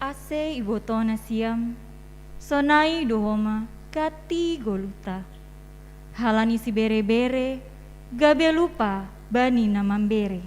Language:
Batak Simalungun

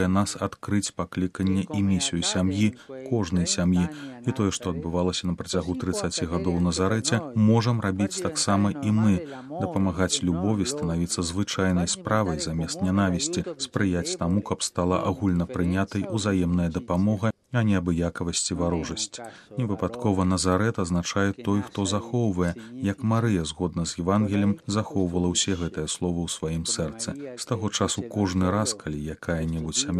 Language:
Belarusian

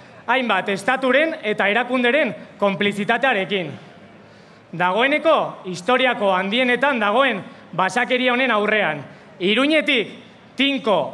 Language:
Basque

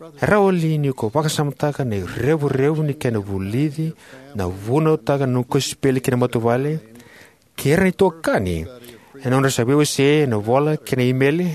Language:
Fijian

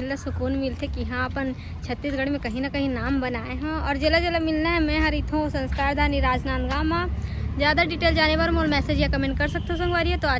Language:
Chhattisgarhi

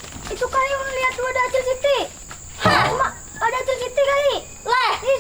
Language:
Banjar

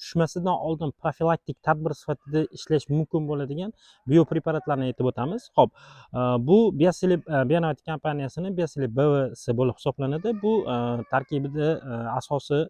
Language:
Uzbek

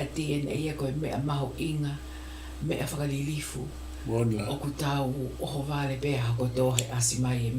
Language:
Tongan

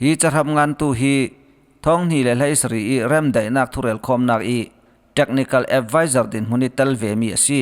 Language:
Falam Chin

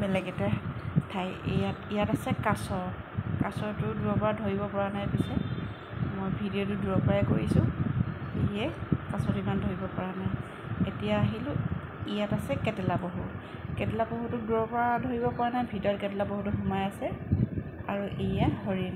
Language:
Assamese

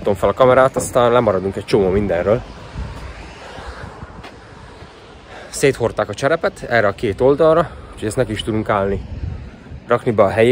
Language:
Hungarian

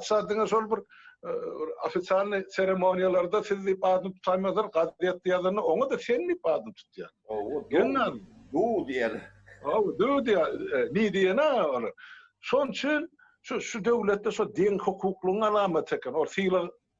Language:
Turkmen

